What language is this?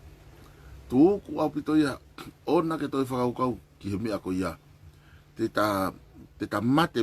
Tongan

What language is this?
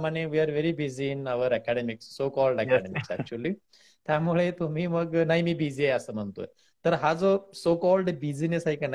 Marathi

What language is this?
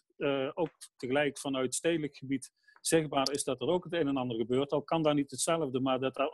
Dutch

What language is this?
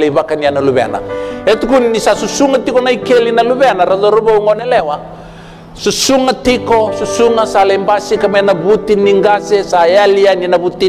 Fijian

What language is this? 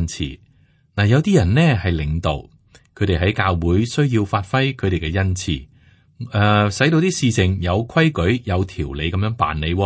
Cantonese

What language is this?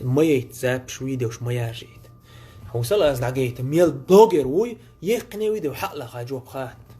Chechen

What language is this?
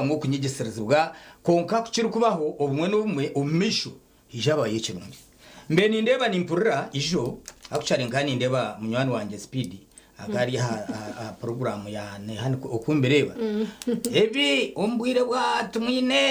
Nyankole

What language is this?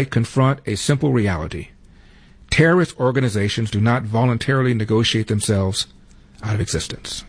English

